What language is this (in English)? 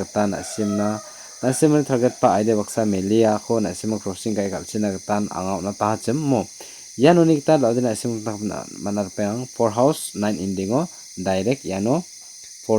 Garo